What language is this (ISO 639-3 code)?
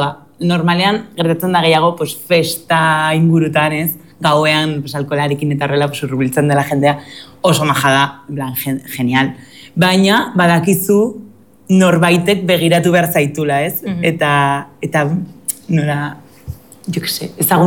eus